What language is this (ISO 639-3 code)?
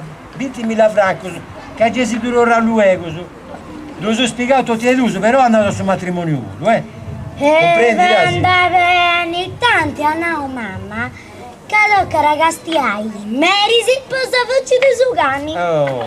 srd